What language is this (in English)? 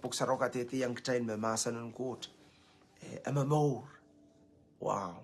Pohnpeian